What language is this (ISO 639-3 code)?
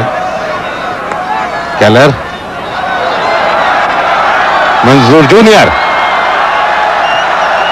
hin